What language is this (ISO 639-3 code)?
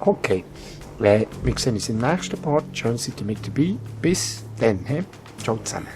gsw